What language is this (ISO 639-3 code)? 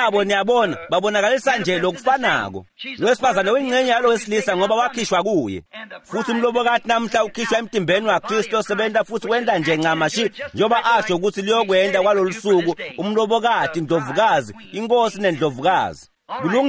ssw